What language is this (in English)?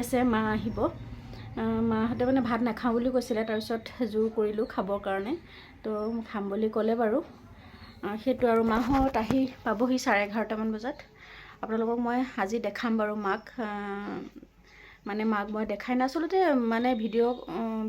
Assamese